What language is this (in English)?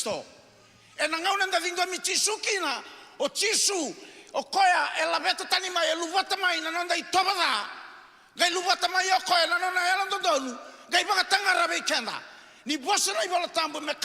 Fijian